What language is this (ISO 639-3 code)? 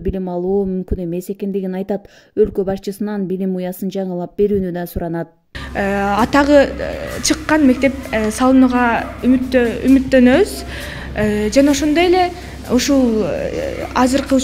kir